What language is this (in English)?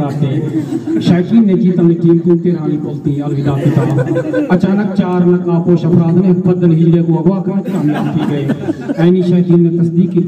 Saraiki